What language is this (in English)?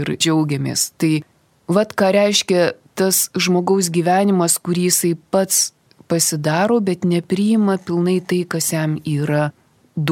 Lithuanian